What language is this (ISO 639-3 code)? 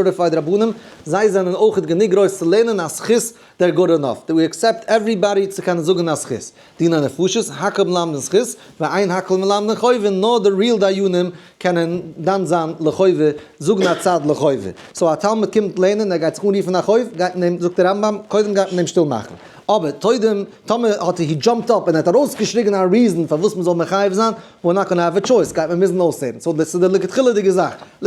yid